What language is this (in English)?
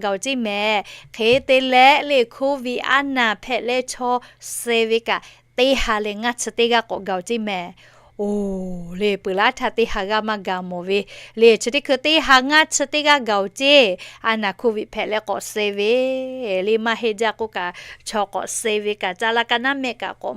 Lahu